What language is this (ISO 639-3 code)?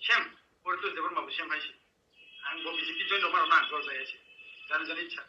trp